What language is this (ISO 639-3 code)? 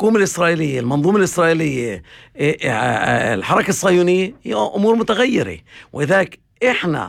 apc